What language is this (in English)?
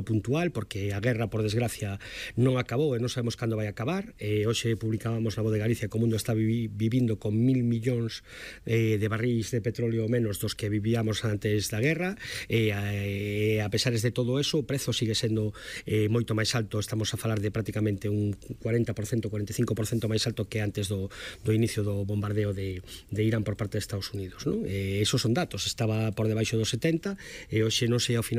Galician